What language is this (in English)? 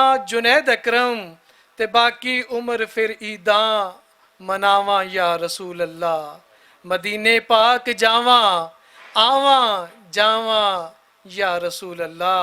Western Panjabi